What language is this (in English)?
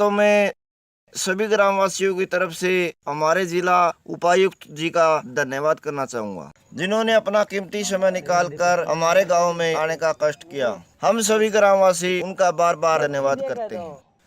Haryanvi